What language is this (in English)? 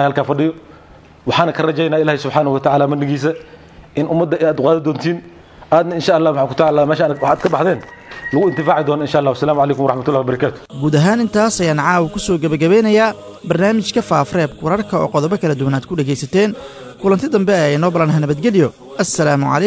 Somali